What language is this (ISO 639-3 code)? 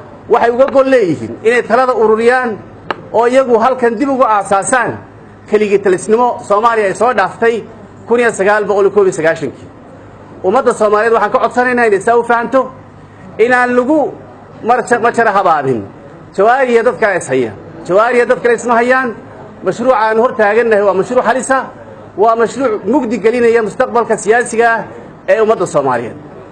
som